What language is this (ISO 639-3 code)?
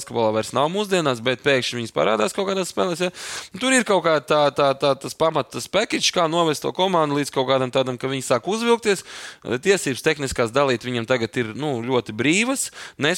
lav